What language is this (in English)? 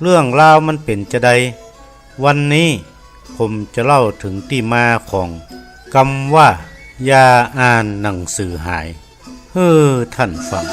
Northern Thai